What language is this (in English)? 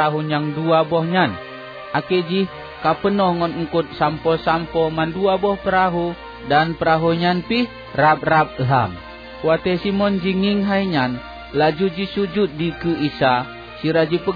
Achinese